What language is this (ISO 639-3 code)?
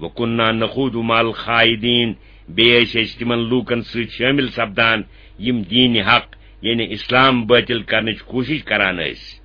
kas